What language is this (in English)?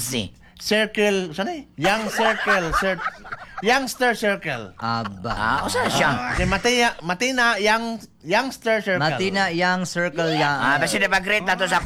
Cebuano